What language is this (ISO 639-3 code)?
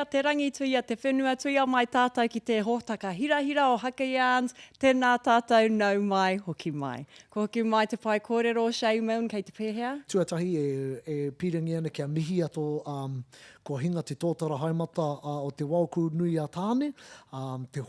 mri